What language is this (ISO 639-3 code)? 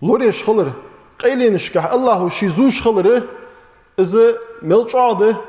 inh